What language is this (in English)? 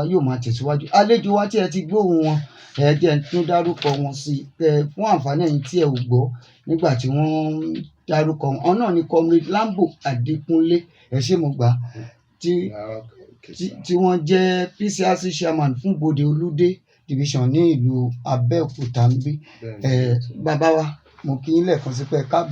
Yoruba